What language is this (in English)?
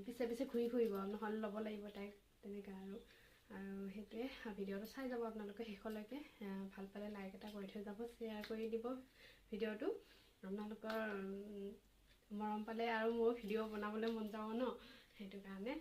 Assamese